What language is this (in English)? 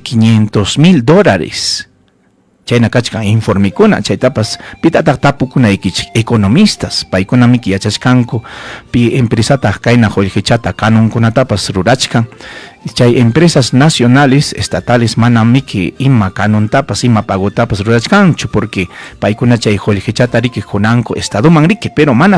Ayacucho Quechua